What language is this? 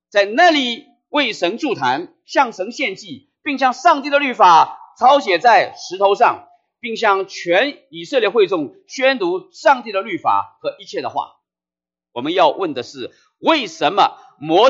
Chinese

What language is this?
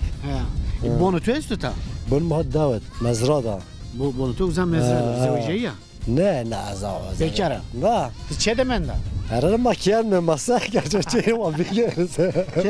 Zaza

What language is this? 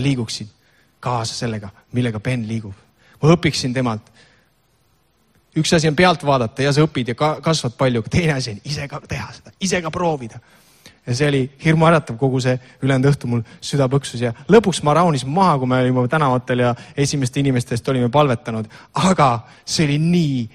Estonian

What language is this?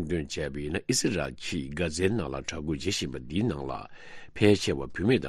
Tibetan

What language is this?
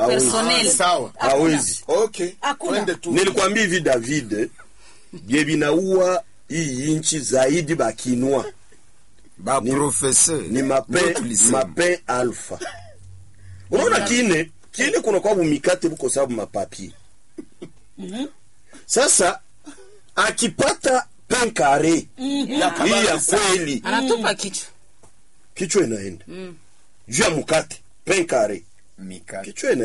Swahili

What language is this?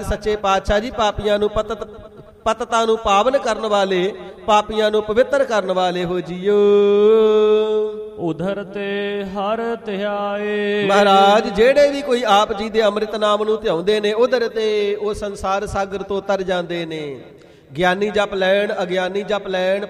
Punjabi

